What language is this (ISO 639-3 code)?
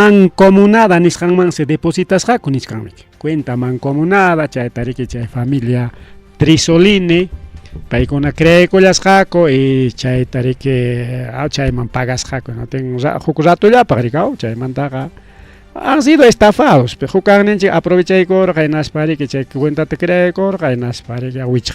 quy